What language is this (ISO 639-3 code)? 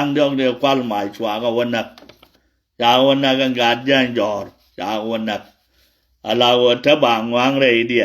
nus